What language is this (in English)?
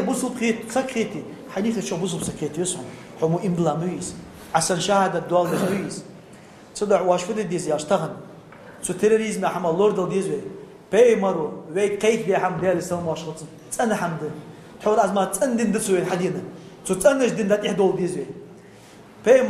Ingush